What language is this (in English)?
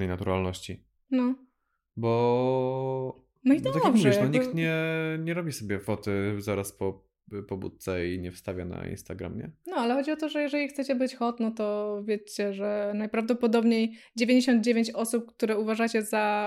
Polish